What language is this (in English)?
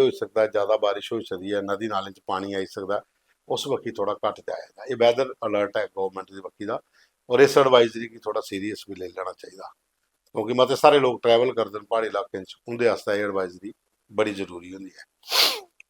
Dogri